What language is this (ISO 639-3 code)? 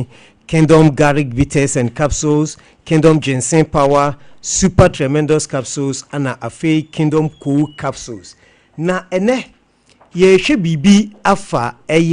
aka